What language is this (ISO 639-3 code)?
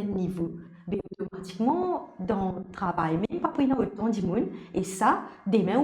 mfe